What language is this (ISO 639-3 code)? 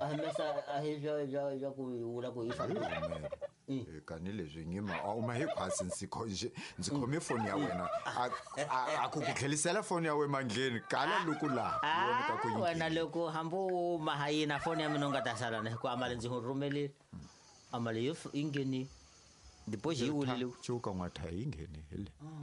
tso